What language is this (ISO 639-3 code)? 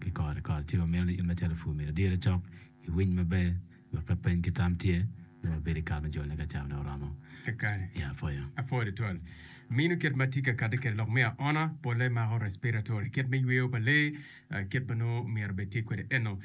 ach